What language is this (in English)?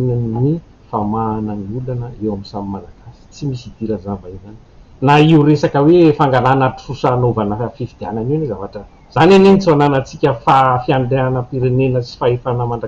Malagasy